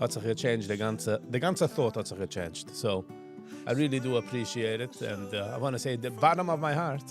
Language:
Yiddish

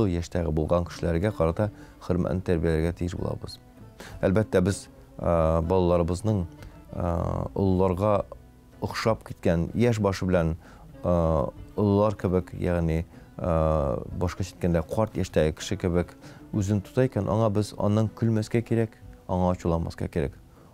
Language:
Tatar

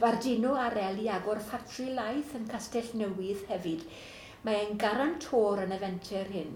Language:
Welsh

